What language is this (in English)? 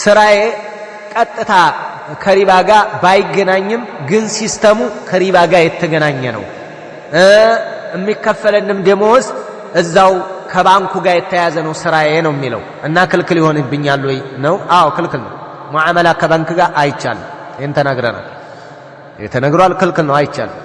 Amharic